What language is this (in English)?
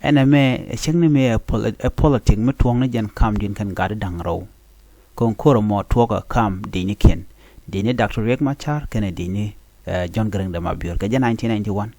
Nuer